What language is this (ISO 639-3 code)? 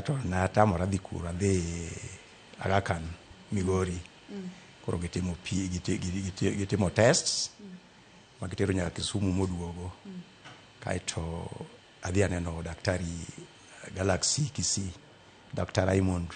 luo